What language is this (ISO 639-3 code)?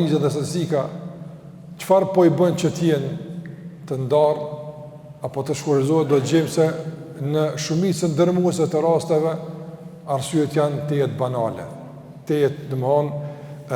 sqi